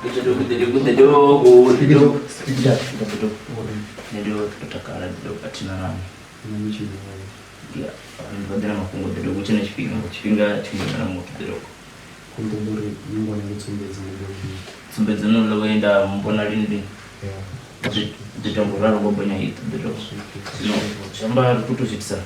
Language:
Venda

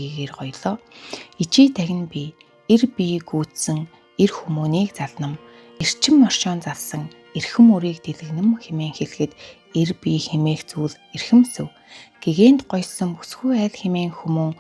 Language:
Mongolian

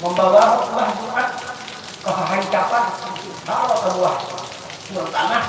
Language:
Banjar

